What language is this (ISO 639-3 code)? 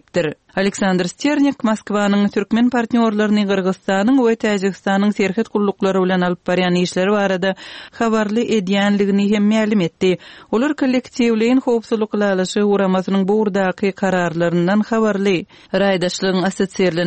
tuk